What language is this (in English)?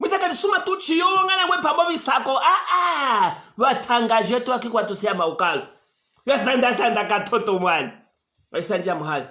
Luvale